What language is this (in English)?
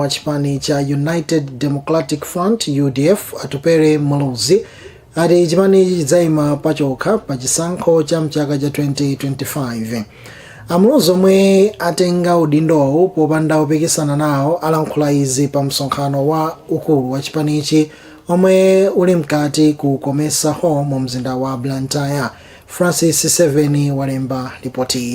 Nyanja